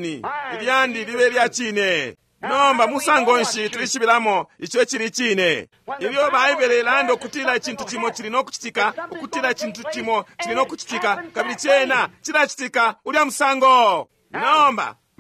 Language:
Bemba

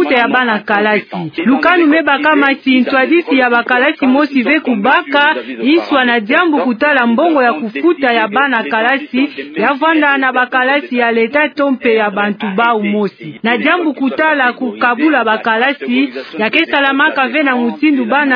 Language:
Kituba (Democratic Republic of Congo)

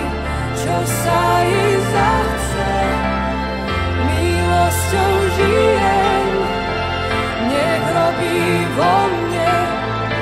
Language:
Slovak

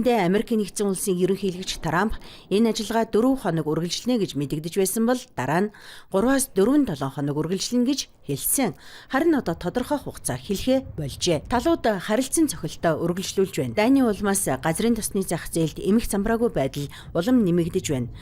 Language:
Mongolian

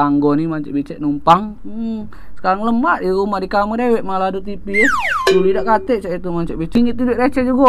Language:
Musi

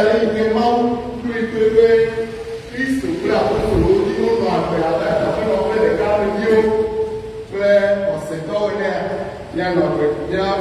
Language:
Ewe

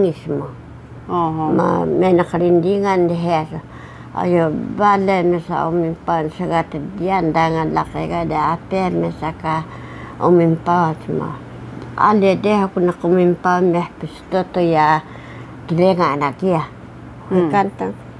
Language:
Taroko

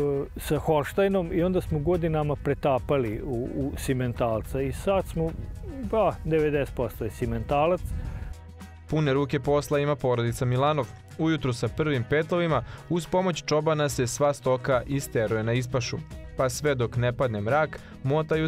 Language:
Serbian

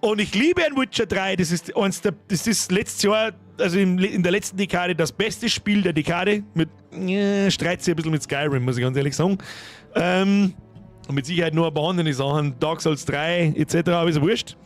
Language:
Bavarian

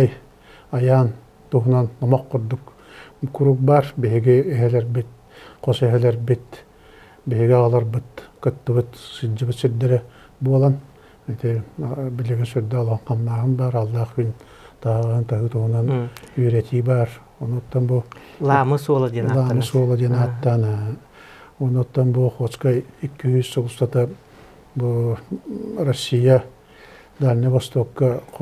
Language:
Yakut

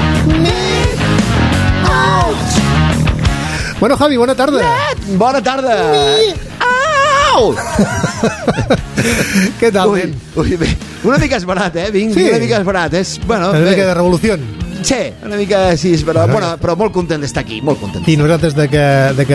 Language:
Catalan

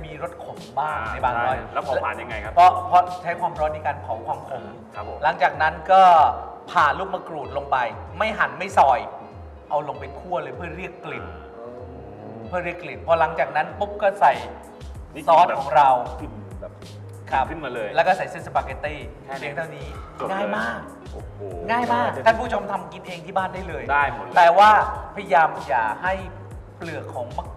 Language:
Thai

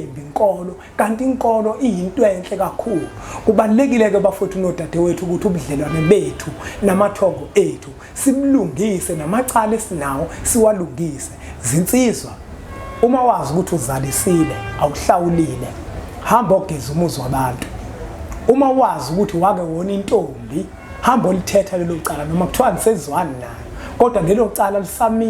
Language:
Zulu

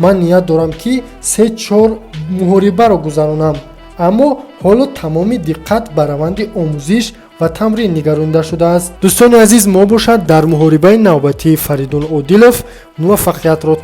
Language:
Tajik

